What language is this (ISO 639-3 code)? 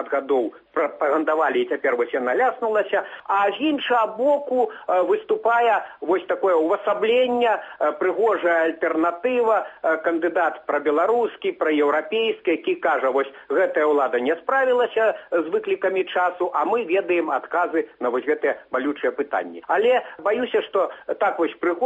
bel